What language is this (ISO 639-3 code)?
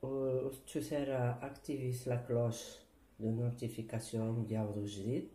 kab